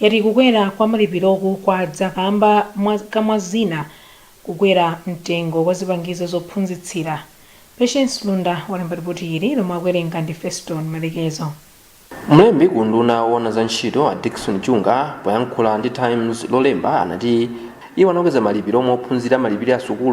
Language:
Nyanja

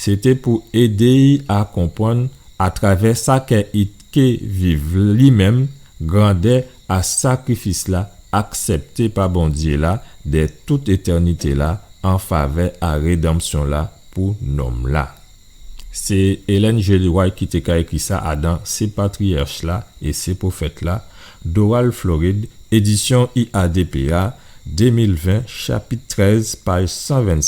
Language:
Guadeloupean Creole French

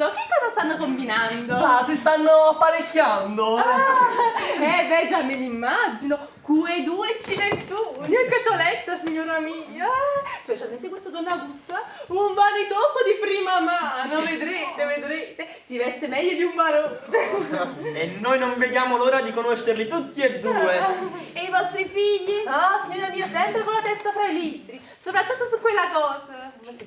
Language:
Neapolitan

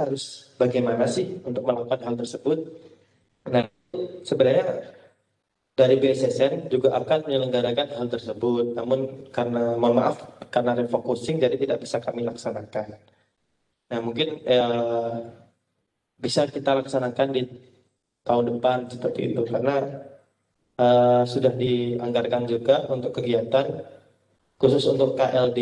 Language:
Indonesian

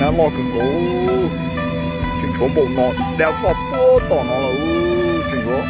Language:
Hmong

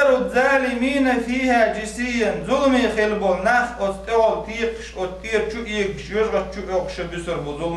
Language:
Chechen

